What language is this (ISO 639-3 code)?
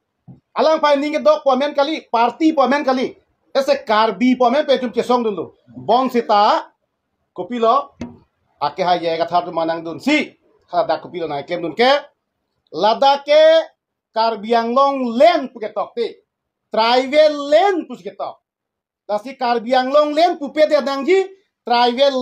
mjw